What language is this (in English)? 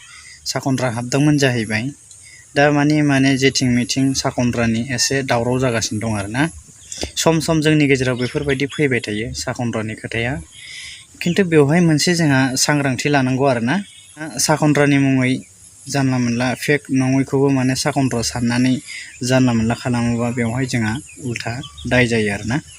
Bodo